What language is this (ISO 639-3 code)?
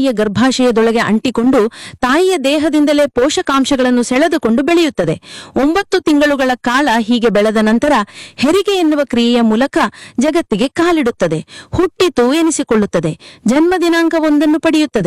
kan